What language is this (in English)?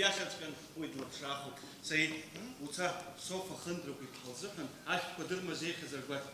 Abkhazian